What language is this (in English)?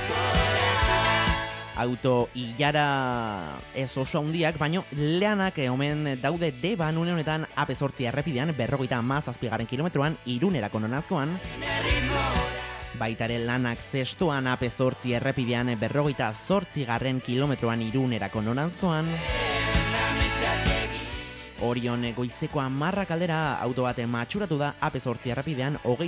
Basque